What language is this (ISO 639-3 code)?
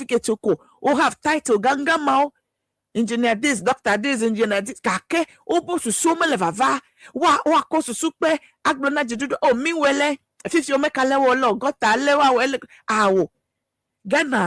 ewe